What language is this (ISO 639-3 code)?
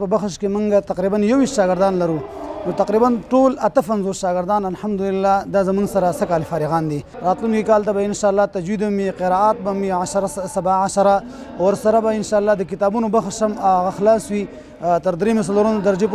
pus